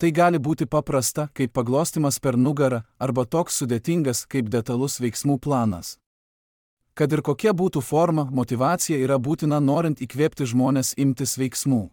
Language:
Lithuanian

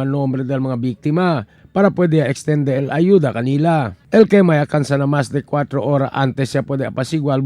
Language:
Chavacano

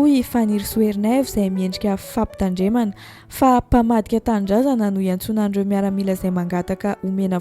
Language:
Malagasy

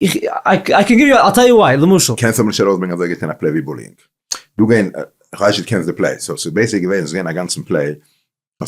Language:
Yiddish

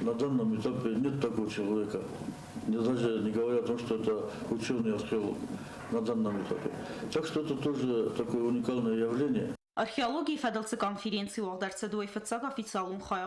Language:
Ossetic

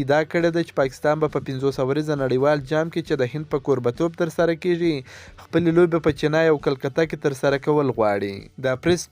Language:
Pashto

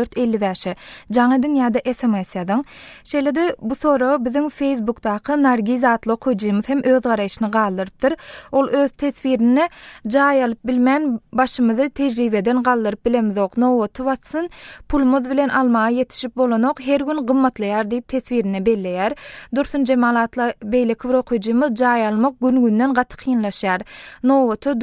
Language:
Turkmen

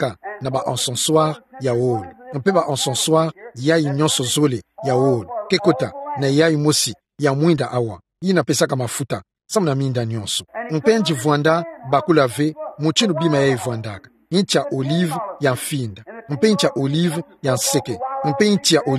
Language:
Kituba (Democratic Republic of Congo)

